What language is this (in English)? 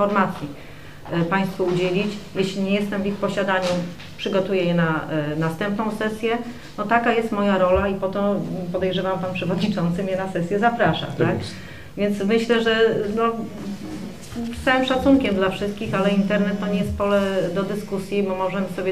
Polish